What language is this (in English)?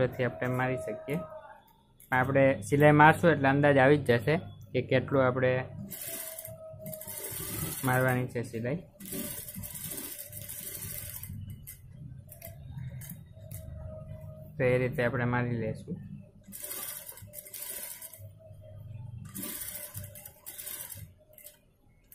Gujarati